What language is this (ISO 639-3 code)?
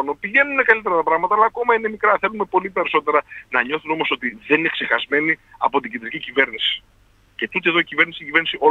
ell